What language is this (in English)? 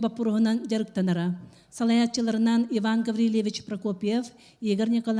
Yakut